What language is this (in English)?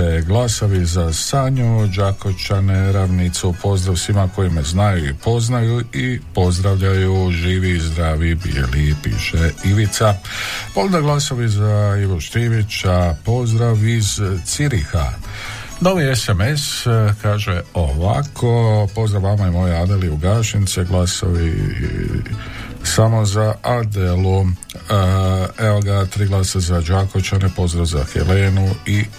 Croatian